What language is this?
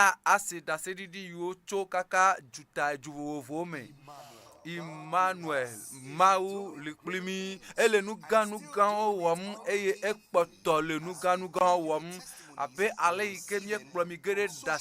Ewe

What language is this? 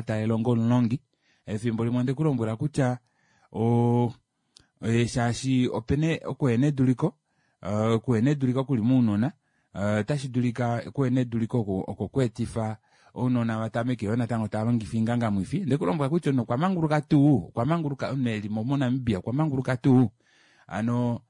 Kuanyama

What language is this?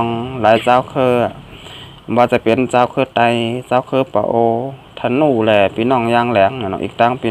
Shan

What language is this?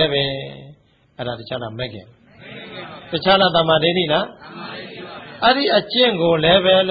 Burmese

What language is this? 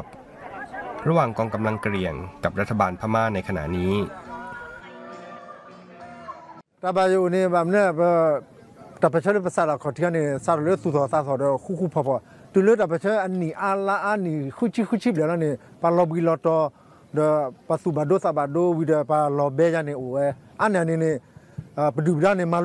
Thai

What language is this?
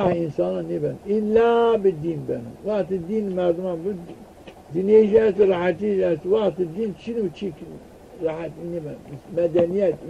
Zaza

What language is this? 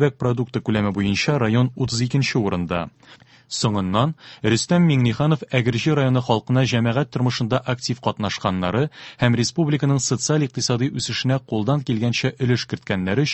Tatar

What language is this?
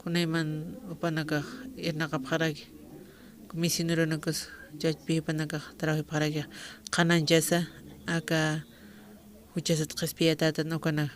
Aymara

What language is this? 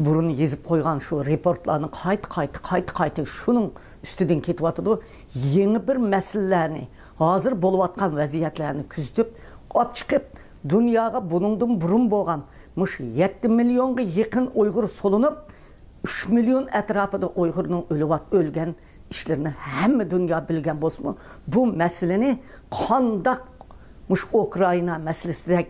Uyghur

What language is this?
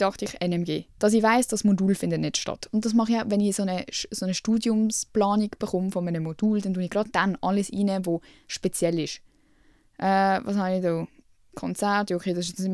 Swiss German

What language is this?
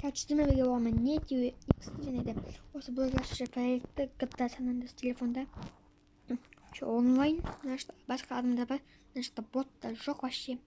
Kazakh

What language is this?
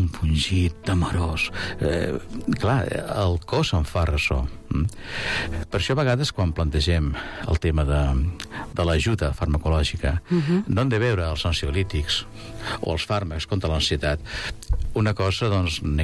Catalan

